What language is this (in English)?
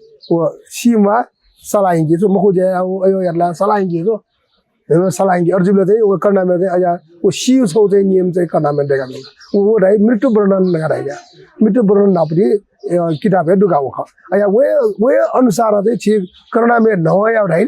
Newari